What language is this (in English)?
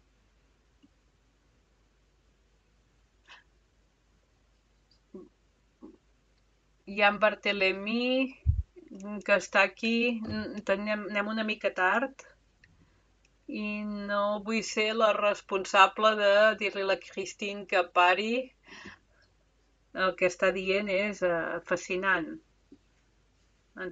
Catalan